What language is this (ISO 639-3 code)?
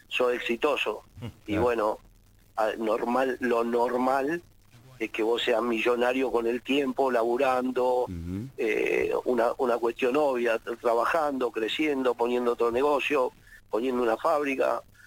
spa